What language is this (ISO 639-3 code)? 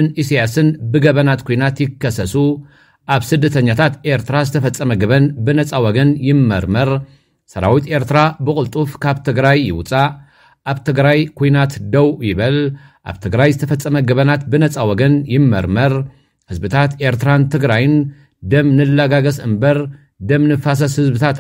tir